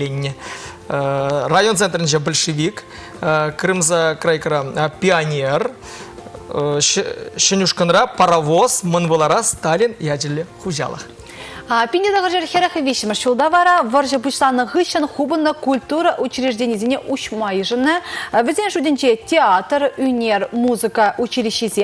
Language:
Chuvash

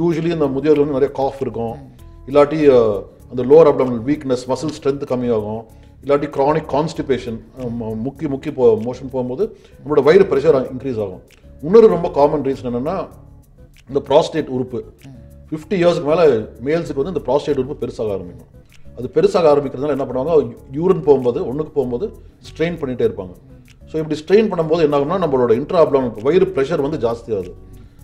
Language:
Tamil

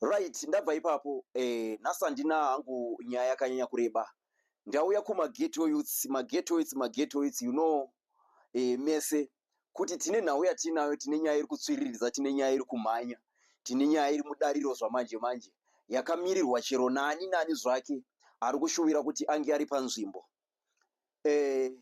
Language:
Shona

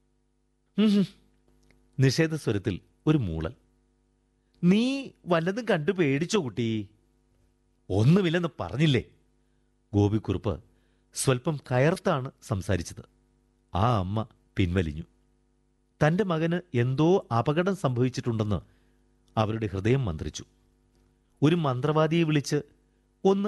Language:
Malayalam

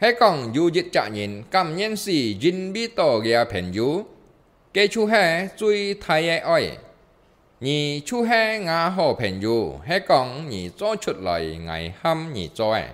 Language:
Hakka Chinese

